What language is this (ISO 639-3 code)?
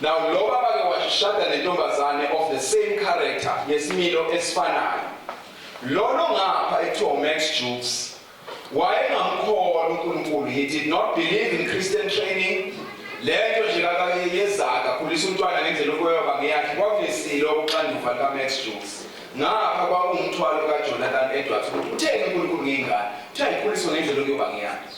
zul